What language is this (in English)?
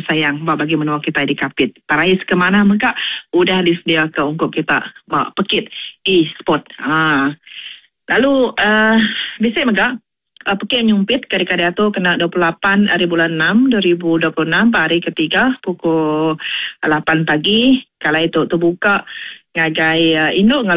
Iban